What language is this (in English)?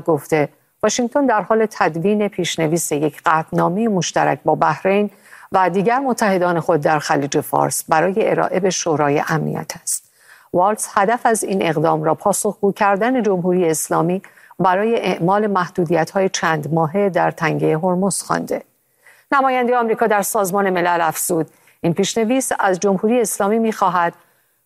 Persian